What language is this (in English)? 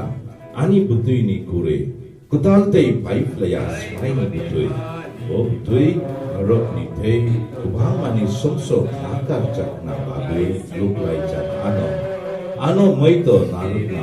Kok Borok